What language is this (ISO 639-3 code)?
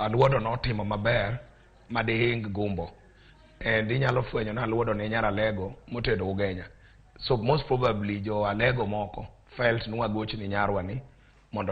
luo